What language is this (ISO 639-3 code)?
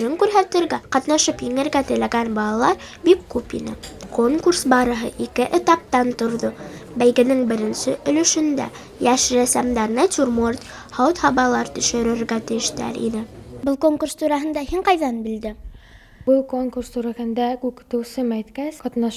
bak